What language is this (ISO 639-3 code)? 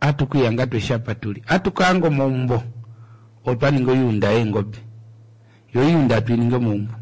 kua